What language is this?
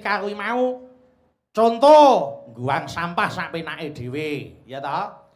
Javanese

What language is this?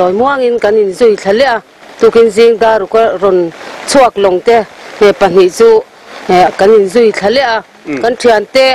Mizo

